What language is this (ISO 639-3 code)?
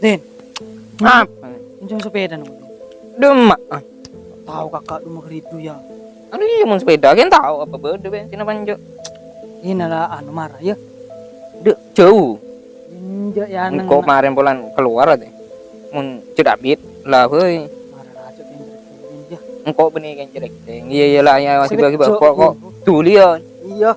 mad